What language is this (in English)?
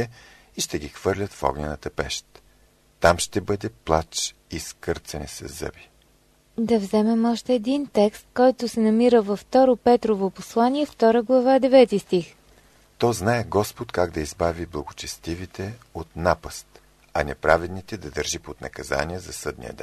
Bulgarian